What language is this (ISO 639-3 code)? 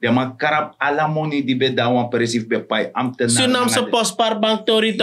srn